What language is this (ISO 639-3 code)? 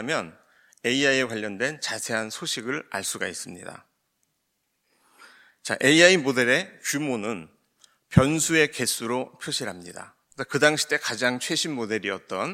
kor